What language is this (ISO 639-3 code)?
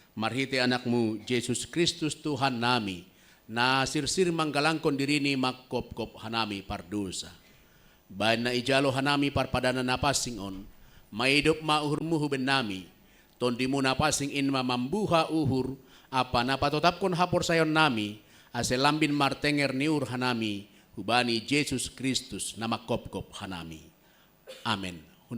bts